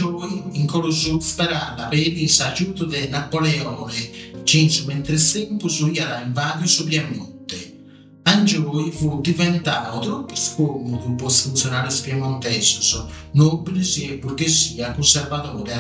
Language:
Sardinian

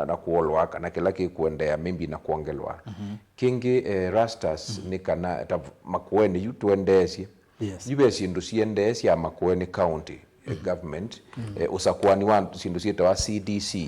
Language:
Kamba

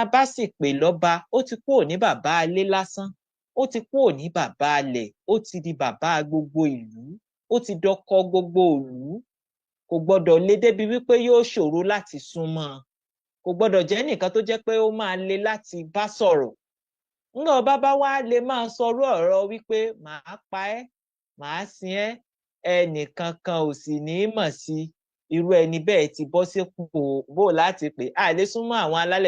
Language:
Yoruba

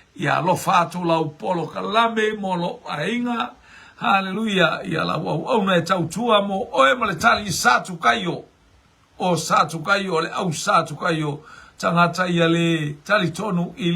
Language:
Samoan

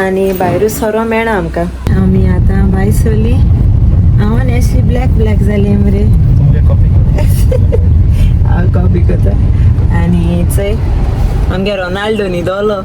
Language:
Konkani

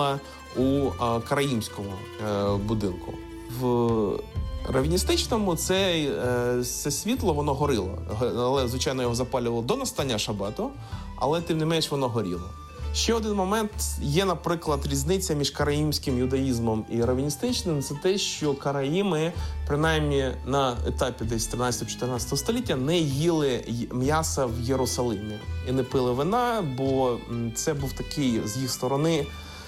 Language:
Ukrainian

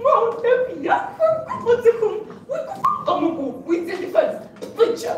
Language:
Kabardian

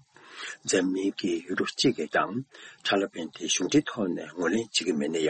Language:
Tibetan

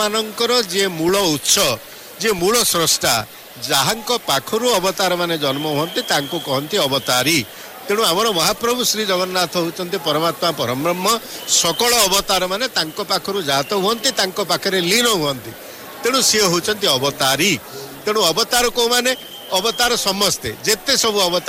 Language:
Odia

